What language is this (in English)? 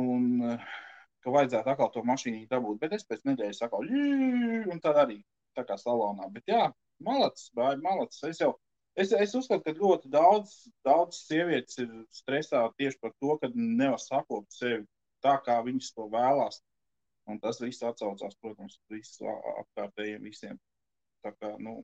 Latvian